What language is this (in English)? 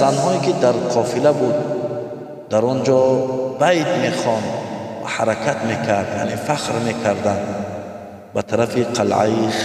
Tajik